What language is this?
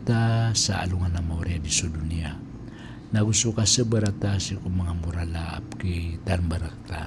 Maranao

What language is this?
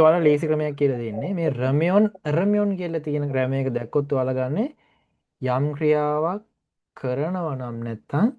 Sinhala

